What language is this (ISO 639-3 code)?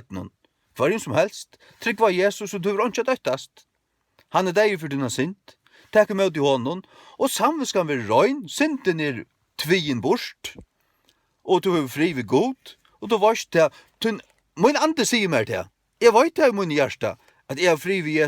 fao